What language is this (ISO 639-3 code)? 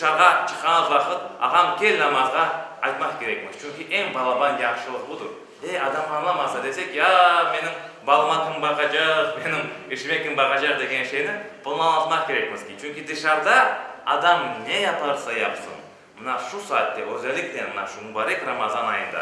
crh